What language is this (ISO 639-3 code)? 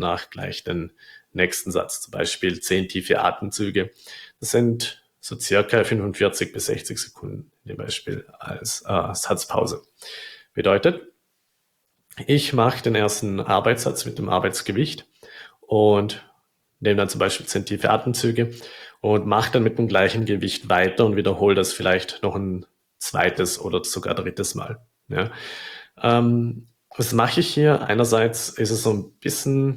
deu